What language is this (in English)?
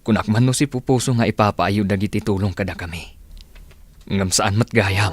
Iloko